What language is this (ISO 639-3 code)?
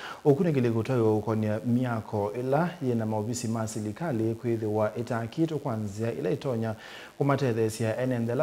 kam